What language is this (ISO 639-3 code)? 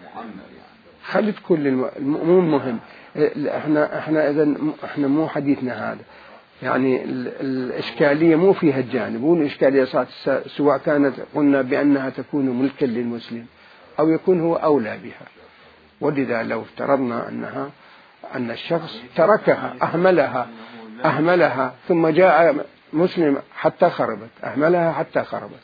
acm